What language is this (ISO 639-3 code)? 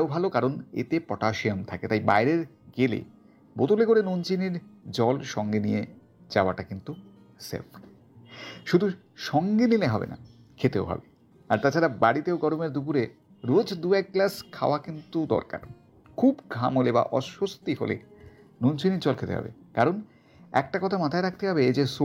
ben